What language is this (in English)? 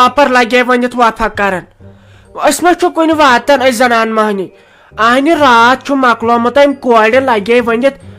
Kashmiri